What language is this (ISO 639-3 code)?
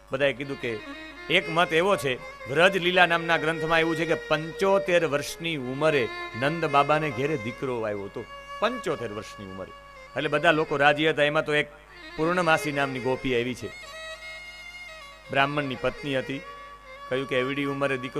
guj